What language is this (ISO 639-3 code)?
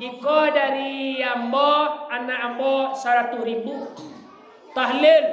min